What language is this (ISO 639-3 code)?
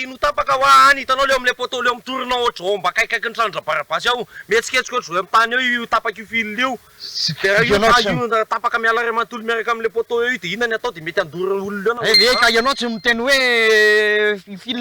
mlg